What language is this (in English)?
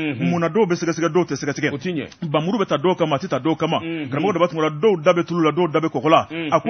Bambara